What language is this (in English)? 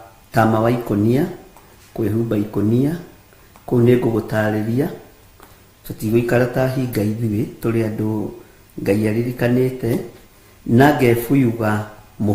Kikuyu